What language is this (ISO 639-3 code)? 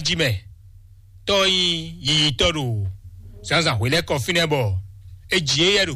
fon